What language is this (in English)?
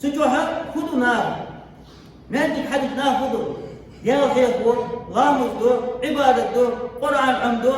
Ingush